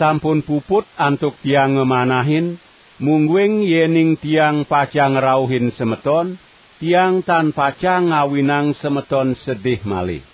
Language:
Balinese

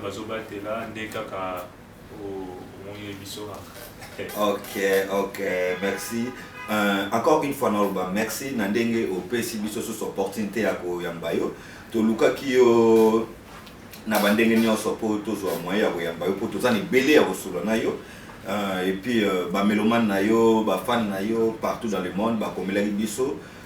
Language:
Lingala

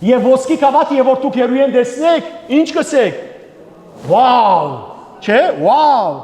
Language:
Western Armenian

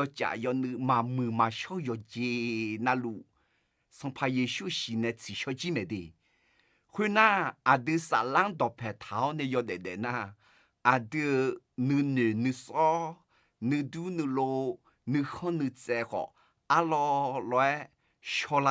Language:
Akha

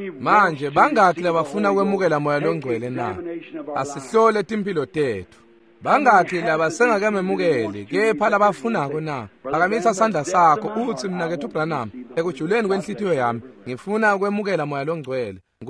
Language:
Swati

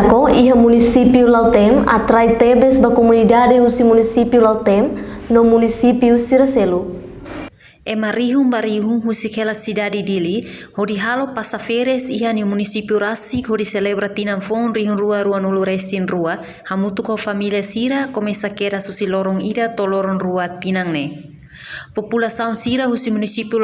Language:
Tetum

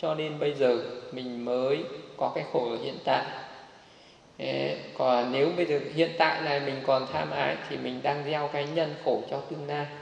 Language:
Vietnamese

